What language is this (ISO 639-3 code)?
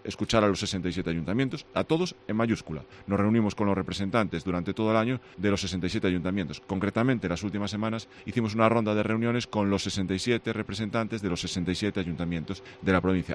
spa